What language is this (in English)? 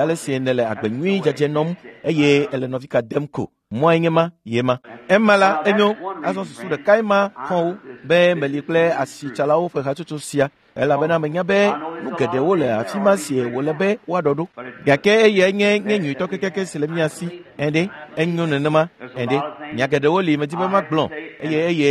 Ewe